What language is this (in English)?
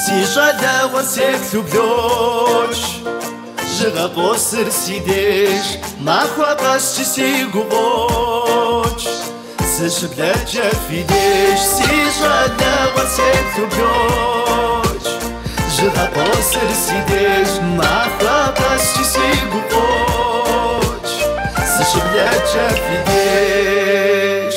Kabardian